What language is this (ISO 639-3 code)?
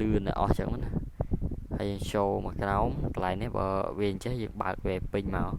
khm